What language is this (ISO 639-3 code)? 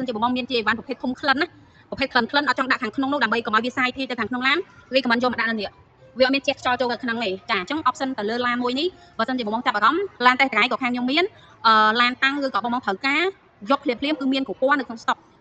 khm